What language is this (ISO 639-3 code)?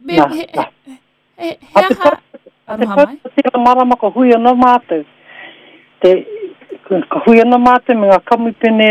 mri